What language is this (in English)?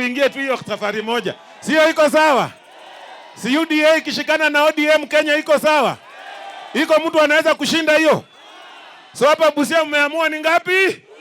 Swahili